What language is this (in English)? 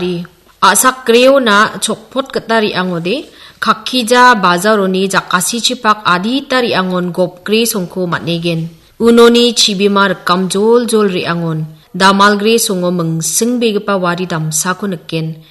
Garo